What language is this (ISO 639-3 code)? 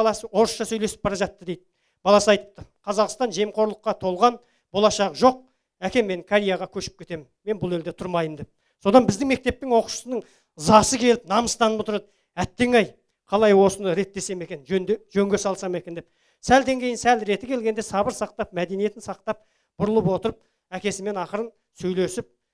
kaz